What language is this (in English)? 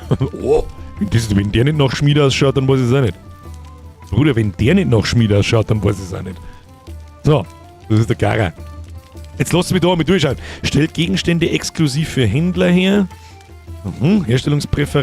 Bavarian